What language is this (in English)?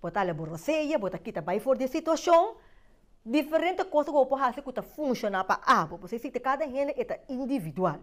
Papiamento